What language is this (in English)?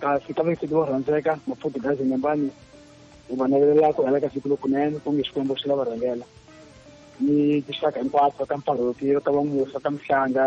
Tsonga